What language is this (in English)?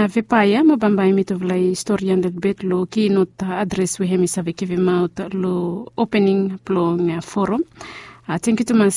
Bislama